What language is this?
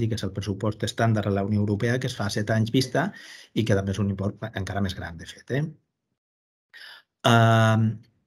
Catalan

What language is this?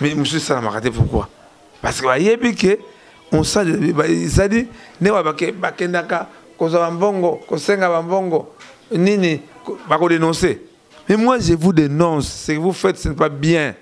Lingala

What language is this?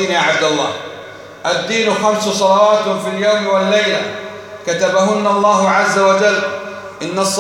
Arabic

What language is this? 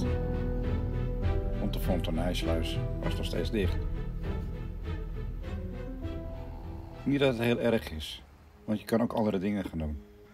Dutch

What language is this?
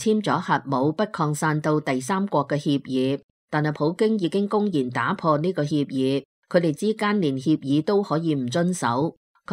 Cantonese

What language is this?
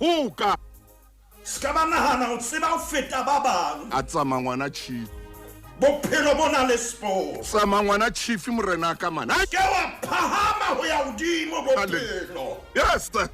Southern Sotho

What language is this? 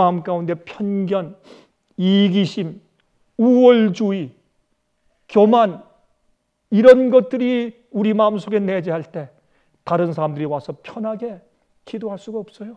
Korean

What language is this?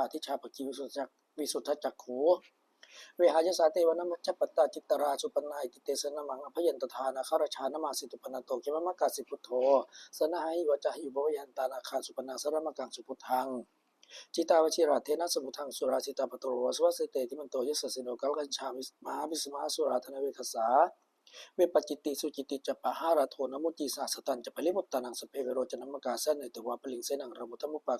Pali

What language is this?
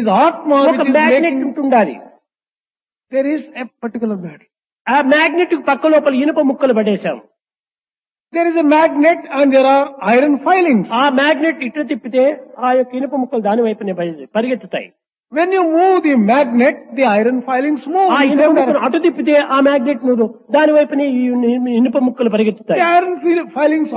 Telugu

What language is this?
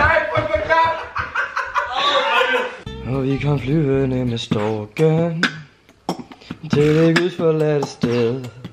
Danish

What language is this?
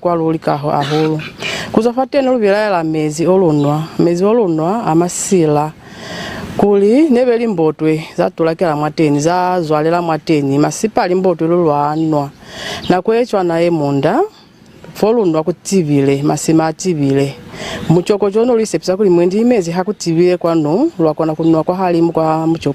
Lozi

